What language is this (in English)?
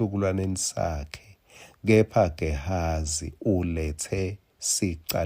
Swati